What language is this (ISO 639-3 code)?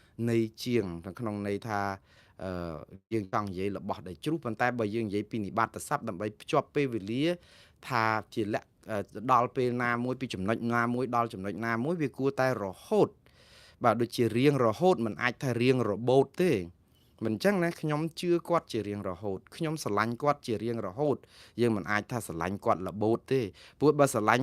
khm